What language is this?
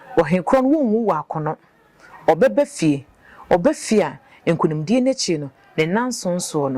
Akan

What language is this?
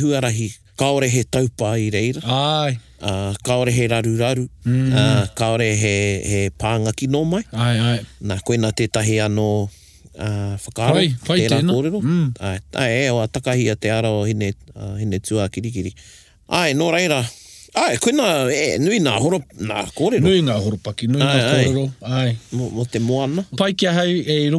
Māori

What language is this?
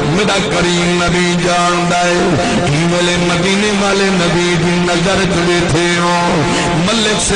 Saraiki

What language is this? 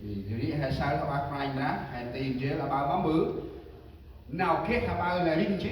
Central Mnong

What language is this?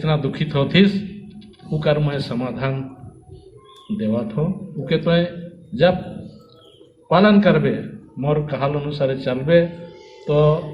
Sadri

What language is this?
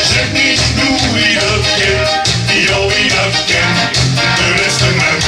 Limburgish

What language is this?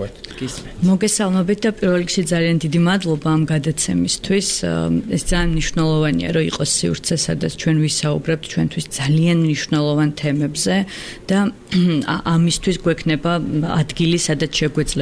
Georgian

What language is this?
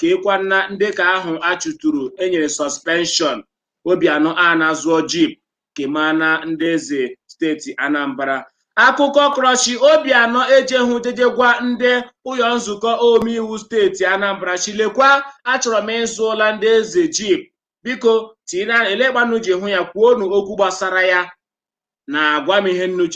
Igbo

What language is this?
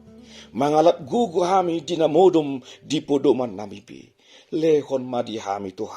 Batak Toba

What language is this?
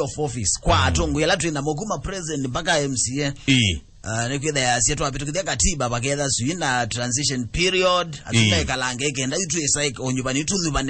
Kamba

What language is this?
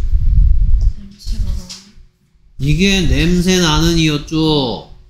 Korean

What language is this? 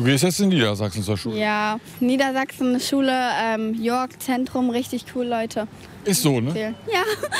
German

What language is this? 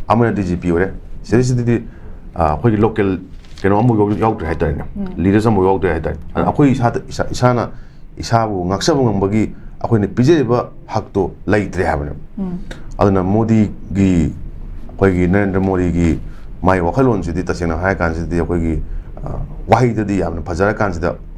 Manipuri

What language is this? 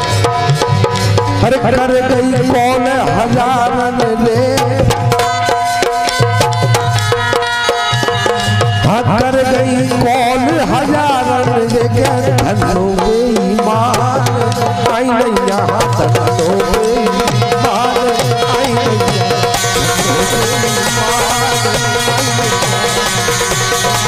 Hindi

